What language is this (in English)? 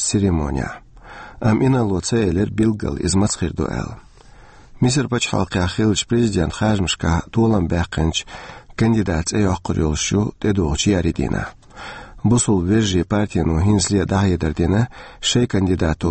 Chechen